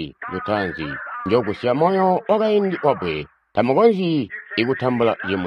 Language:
Tonga (Zambia)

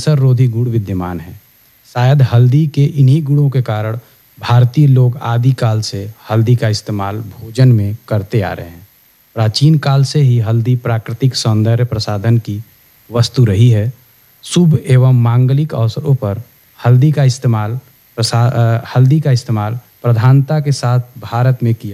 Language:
Hindi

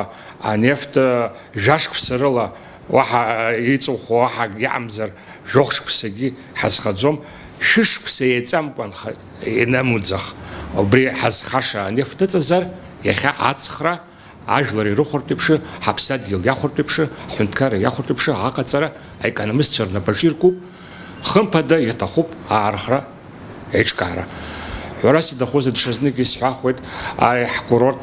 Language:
Abkhazian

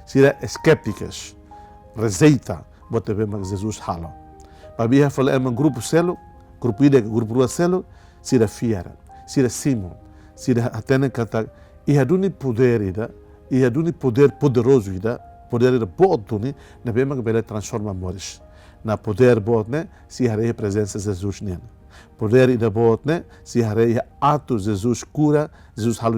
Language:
Tetum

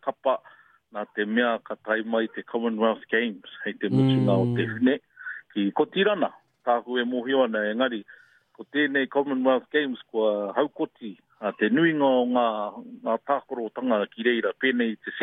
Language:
Māori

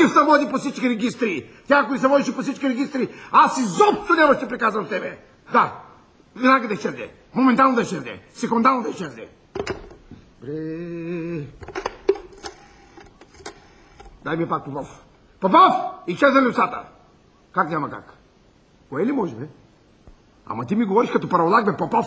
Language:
Bulgarian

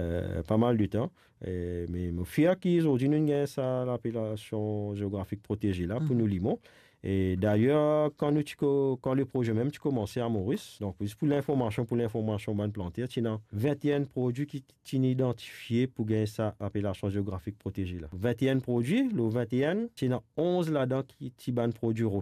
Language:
Morisyen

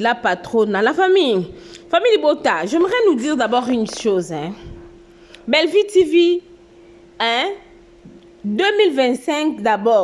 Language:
Lingala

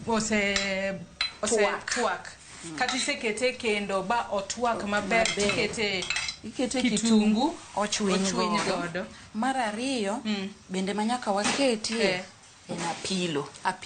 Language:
Luo (Kenya and Tanzania)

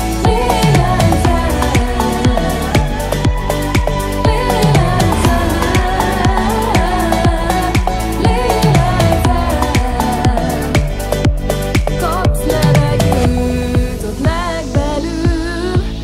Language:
Hungarian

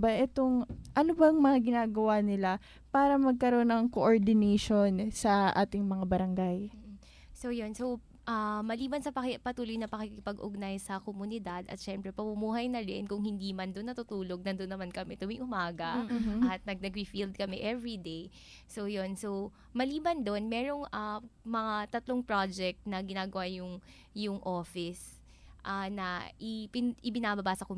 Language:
Filipino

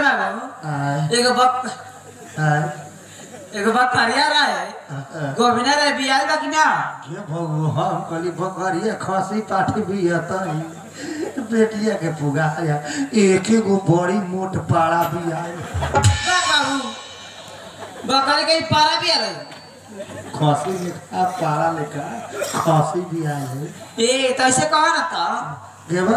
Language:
Bhojpuri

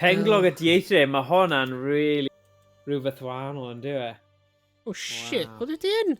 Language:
Welsh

